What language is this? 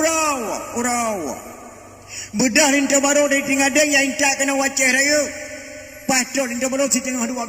Achinese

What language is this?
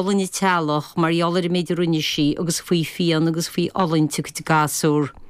Irish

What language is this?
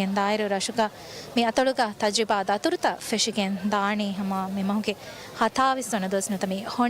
Divehi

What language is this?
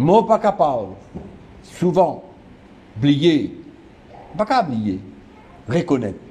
Morisyen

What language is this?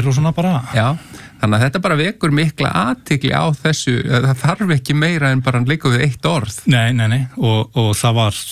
Icelandic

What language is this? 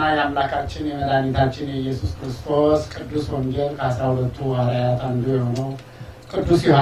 Amharic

